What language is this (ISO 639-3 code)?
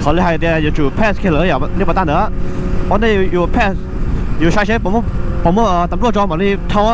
hmn